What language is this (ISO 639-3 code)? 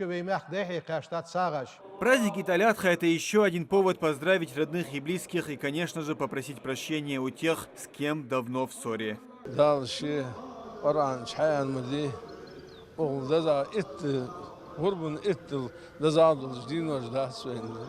inh